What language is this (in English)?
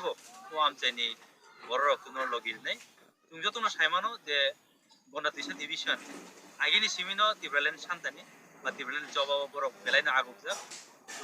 Kok Borok